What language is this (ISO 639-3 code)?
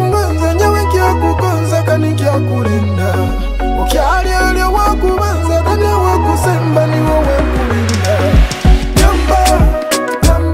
nyo